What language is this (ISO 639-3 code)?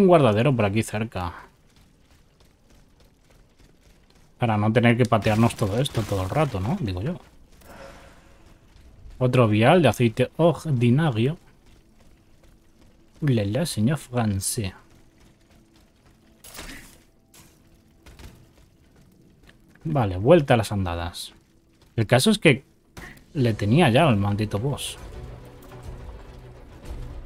spa